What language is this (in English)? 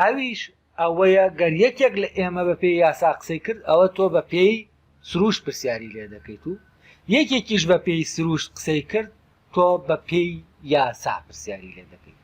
Central Kurdish